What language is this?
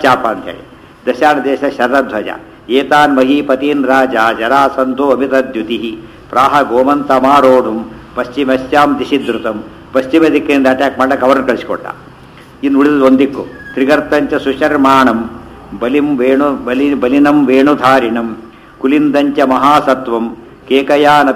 Kannada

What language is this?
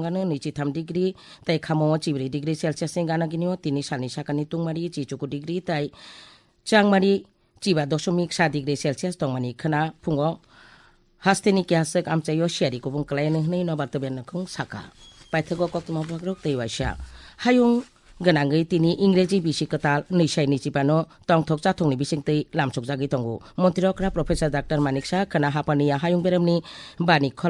Kok Borok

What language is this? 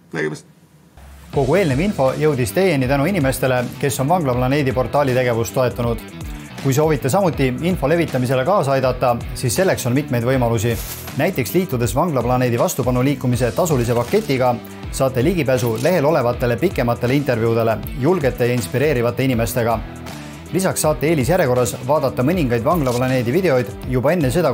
Estonian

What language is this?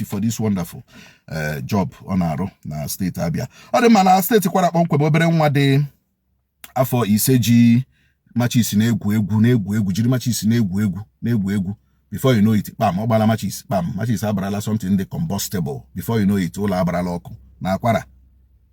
Igbo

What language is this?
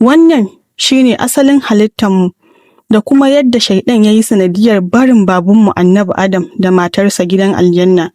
Hausa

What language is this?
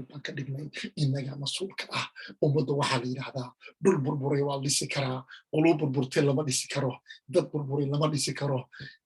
Somali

